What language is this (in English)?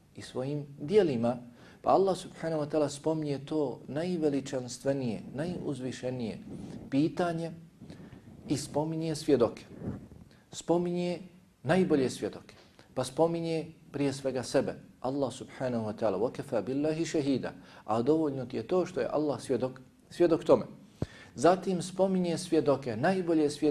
Bosnian